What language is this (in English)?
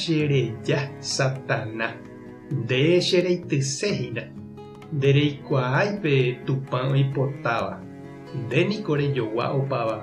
Guarani